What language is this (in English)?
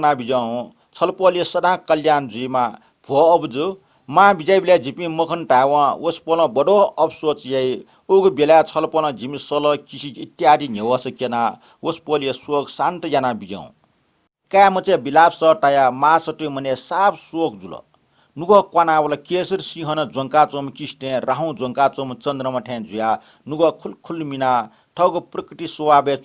Newari